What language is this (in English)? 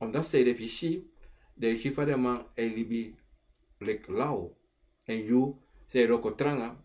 Sranan Tongo